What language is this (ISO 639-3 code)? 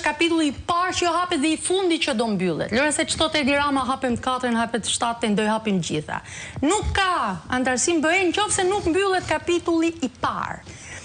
sqi